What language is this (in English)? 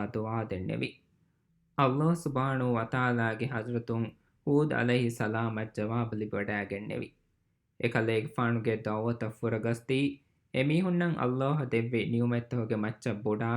Divehi